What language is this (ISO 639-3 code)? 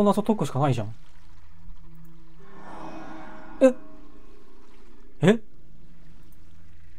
jpn